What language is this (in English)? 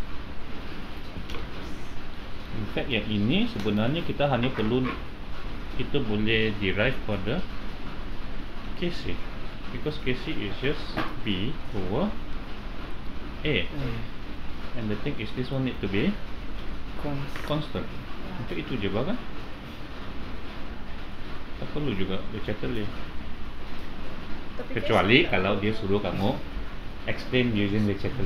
Malay